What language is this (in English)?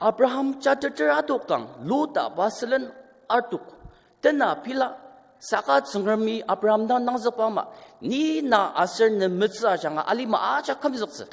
Ao Naga